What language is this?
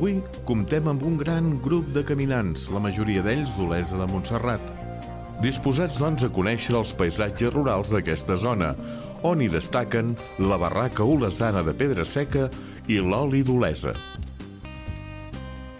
Catalan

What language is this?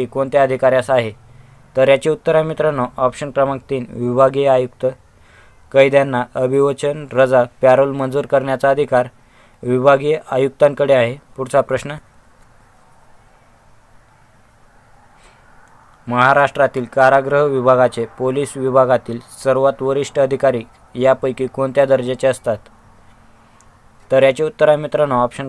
Marathi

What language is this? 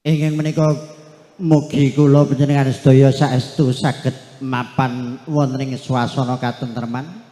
Javanese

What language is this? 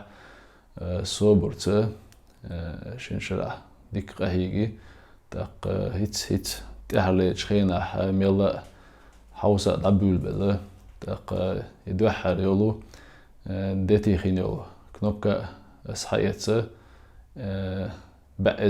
Chechen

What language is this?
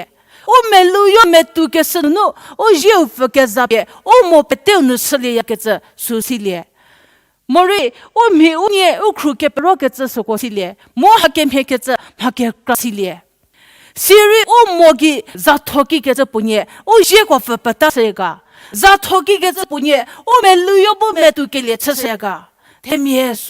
Angami Naga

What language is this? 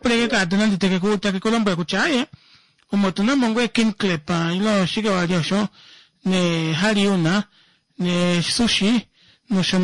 Kuanyama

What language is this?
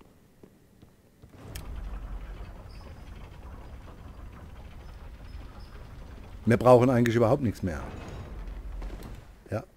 German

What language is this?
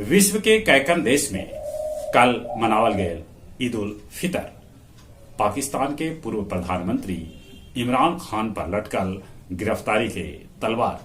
Magahi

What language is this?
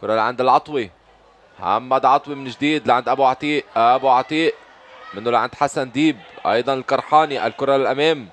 North Levantine Arabic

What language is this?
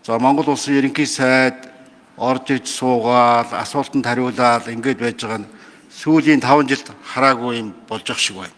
Mongolian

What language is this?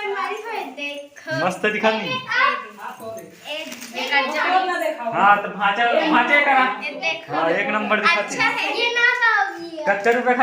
Chhattisgarhi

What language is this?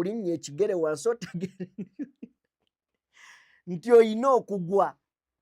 Ganda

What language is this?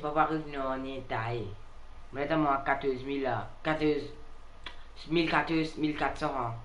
Morisyen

